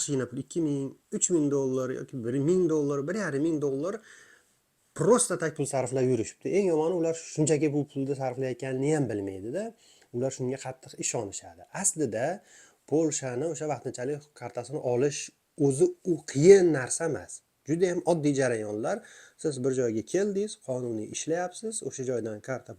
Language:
Uzbek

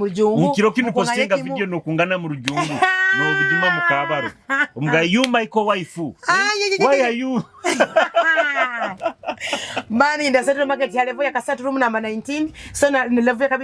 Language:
Nyoro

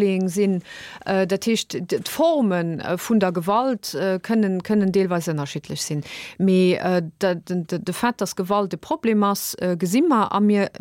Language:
Luxembourgish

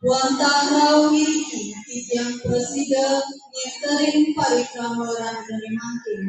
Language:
Balinese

